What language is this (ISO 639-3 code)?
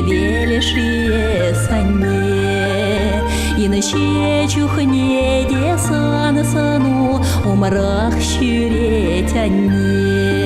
chv